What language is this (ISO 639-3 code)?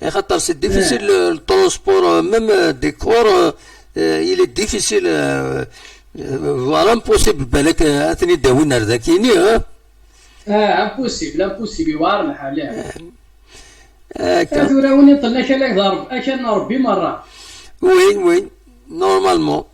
kab